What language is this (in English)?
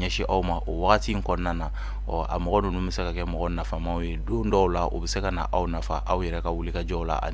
Bambara